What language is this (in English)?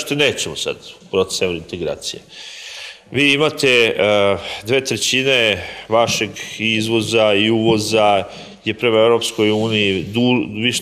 Serbian